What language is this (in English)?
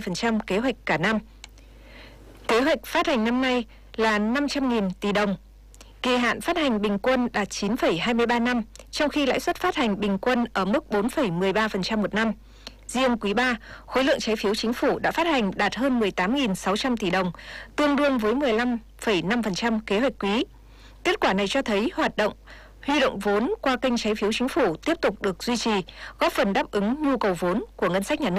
Vietnamese